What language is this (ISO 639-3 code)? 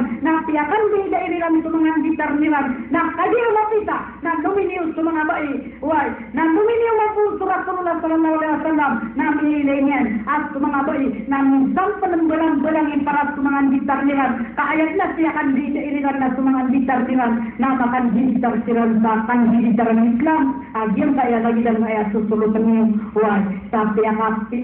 mrw